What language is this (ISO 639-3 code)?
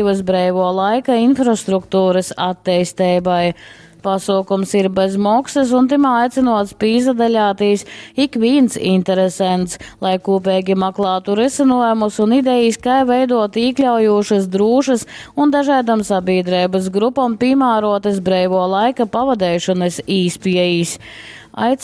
ltg